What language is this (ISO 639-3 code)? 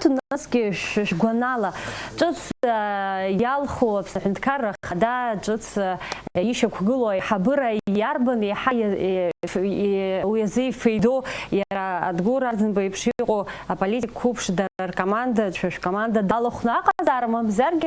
abk